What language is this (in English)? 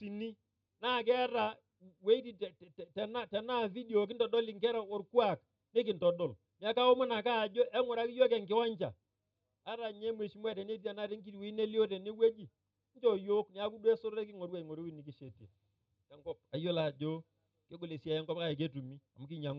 Masai